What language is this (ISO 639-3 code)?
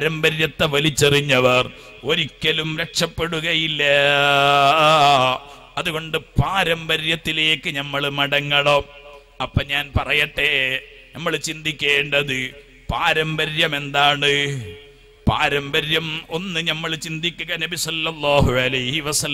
mal